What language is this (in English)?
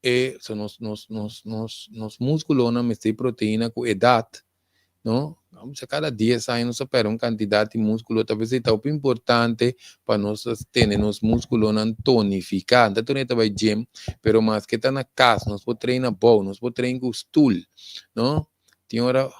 Papiamento